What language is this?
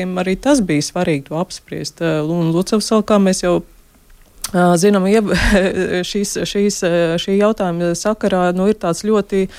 Latvian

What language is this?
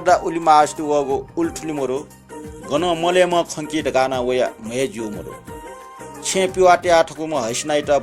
Newari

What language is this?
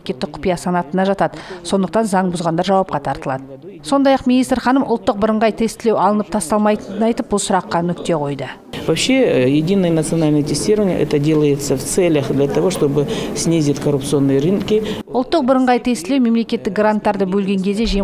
Kazakh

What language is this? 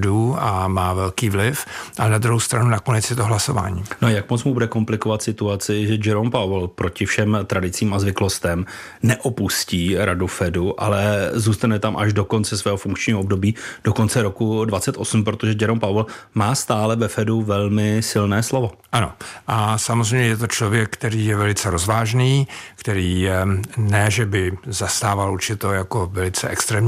Czech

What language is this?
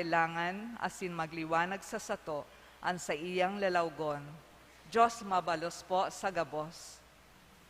Bikol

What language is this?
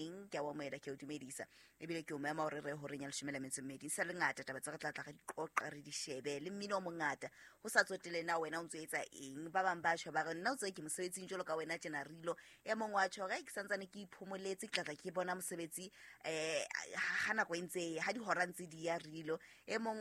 Southern Sotho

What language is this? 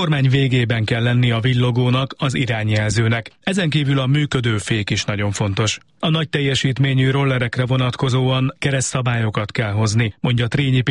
Hungarian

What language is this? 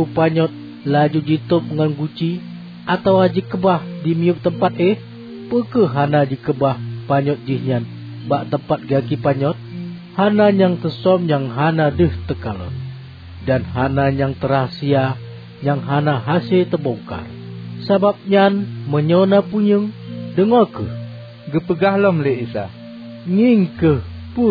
Achinese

